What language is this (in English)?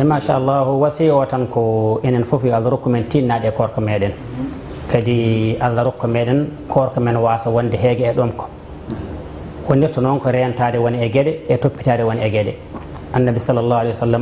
Fula